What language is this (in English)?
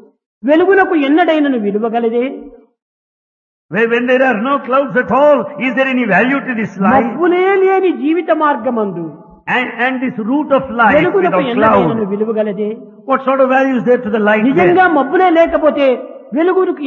Telugu